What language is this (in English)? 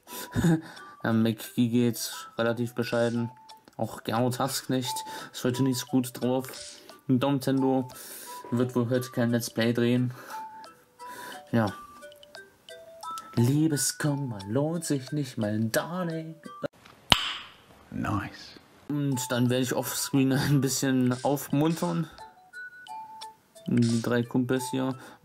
German